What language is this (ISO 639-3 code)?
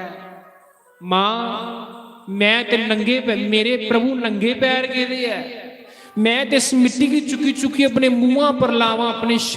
doi